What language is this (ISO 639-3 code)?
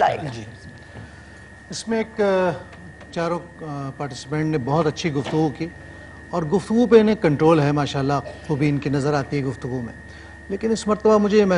urd